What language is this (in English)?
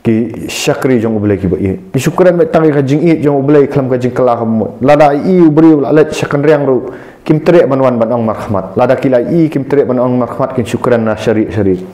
Khasi